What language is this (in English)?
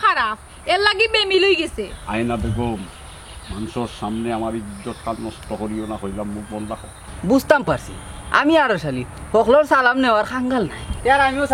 Sylheti